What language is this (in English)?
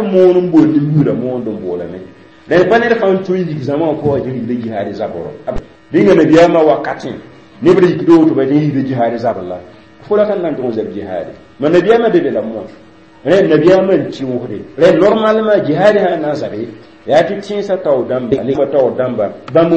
Mossi